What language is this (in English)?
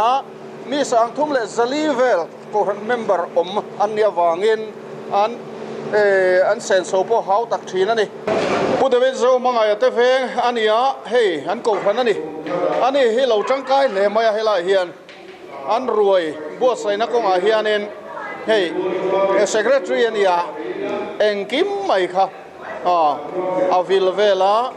Mizo